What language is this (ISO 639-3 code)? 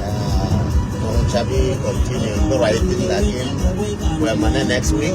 nus